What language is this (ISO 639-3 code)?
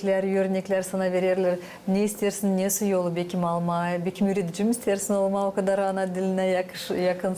gag